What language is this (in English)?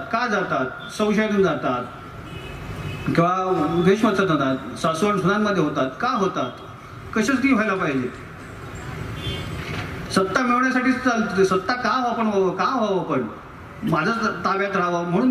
Marathi